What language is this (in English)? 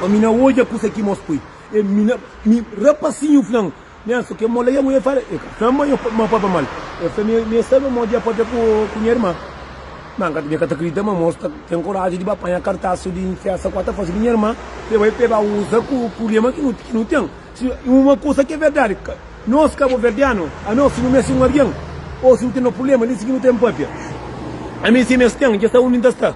Kabuverdianu